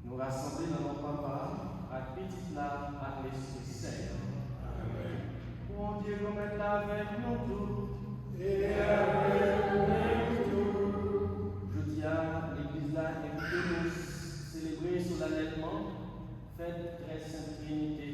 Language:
Haitian Creole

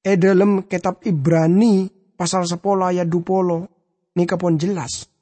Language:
Madurese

